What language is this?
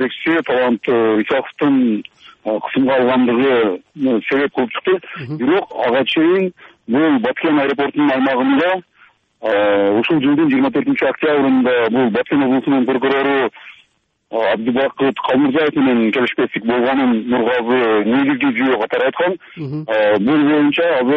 Kyrgyz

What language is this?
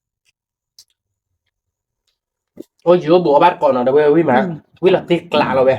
S'gaw Karen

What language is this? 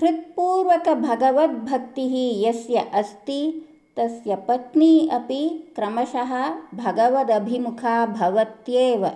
Sanskrit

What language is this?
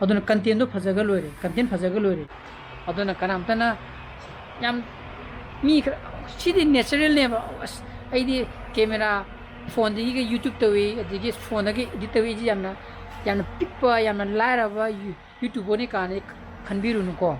Manipuri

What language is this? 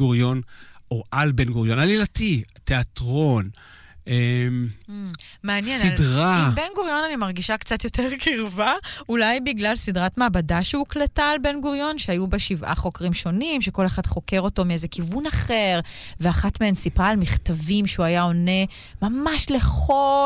Hebrew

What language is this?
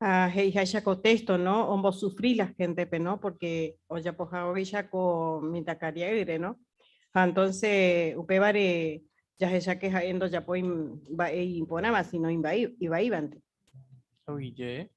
Guarani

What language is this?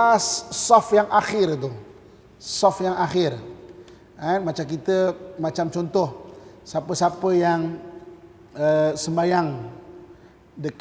Malay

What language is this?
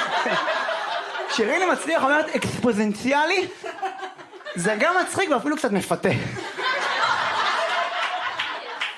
Hebrew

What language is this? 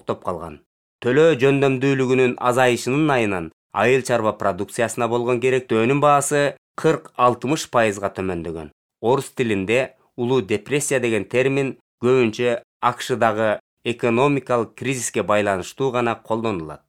Kyrgyz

